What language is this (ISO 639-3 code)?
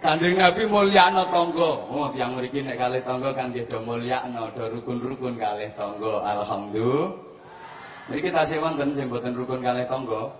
jav